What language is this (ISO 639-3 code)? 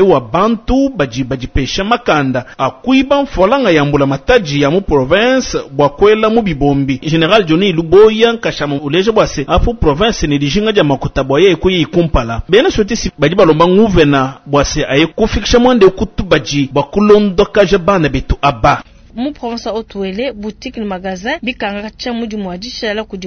lua